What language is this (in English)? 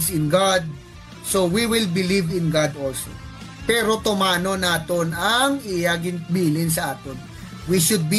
Hiligaynon